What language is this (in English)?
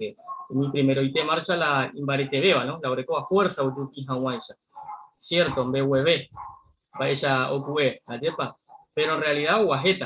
Guarani